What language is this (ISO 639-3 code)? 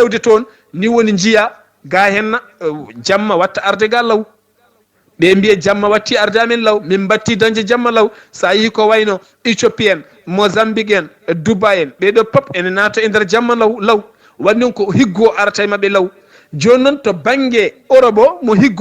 ful